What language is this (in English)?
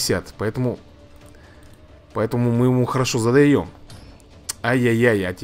Russian